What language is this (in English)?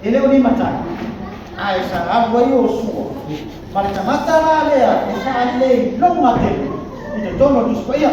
Samoan